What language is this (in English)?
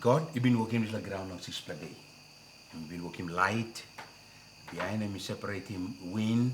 Tok Pisin